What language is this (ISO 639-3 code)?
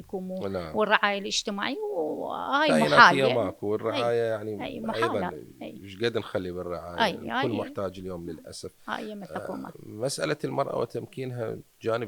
acm